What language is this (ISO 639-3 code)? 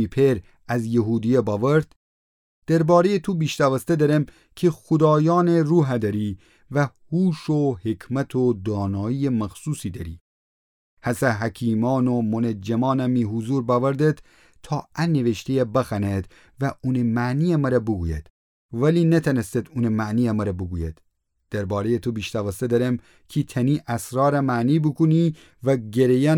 glk